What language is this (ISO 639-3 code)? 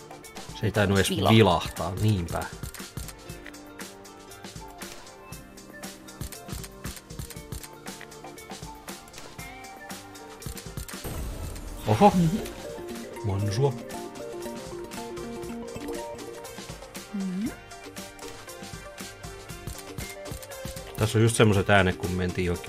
fin